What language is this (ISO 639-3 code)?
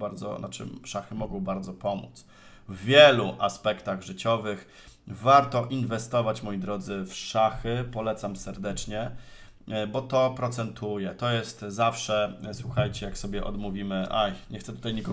pol